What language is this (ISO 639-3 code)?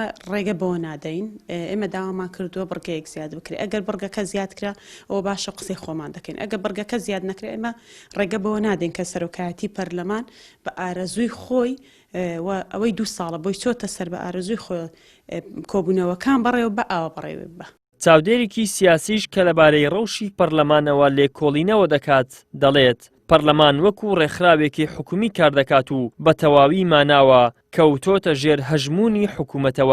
ckb